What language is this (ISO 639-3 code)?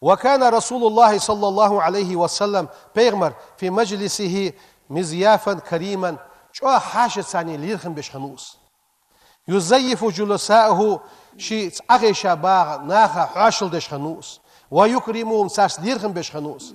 inh